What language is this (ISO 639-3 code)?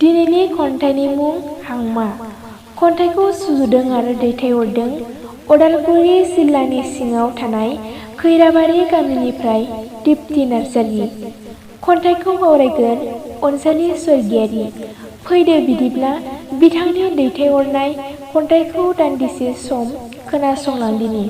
brx